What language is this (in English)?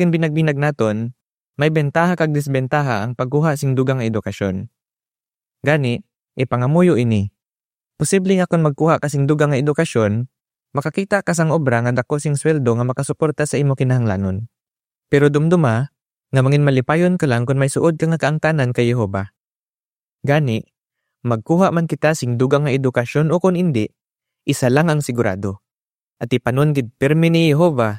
Hiligaynon